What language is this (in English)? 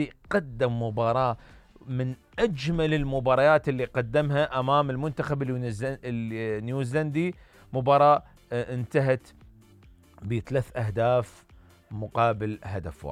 Mesopotamian Arabic